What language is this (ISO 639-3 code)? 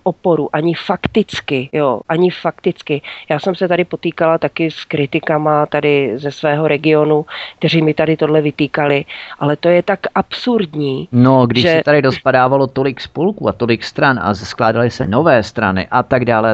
ces